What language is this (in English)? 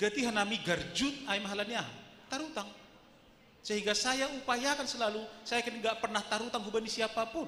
Batak Simalungun